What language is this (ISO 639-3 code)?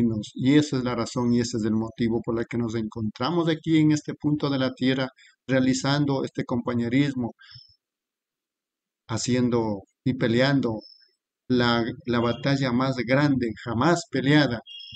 spa